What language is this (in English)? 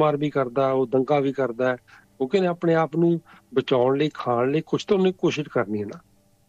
Punjabi